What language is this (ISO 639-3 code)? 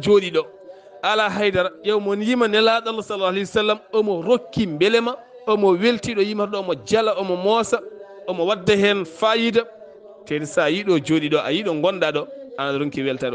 ful